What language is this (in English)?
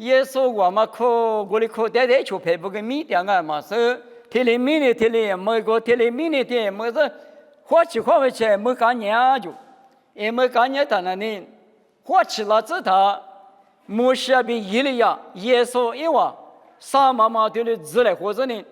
Lisu